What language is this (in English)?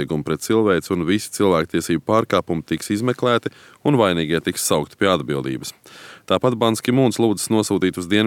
Latvian